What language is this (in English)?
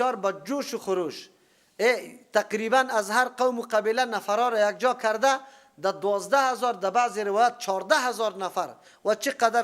Persian